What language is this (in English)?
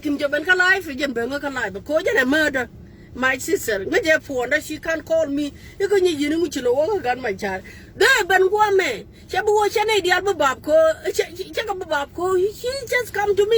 Nuer